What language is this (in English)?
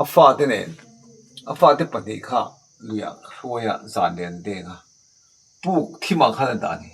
Mizo